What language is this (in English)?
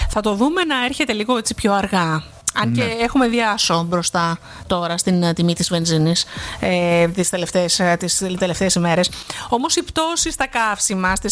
Greek